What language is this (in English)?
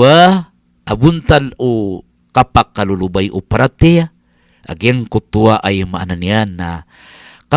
Maranao